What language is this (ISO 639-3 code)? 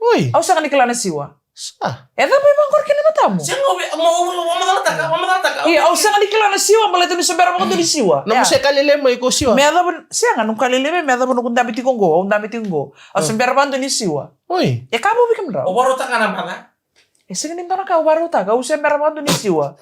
fij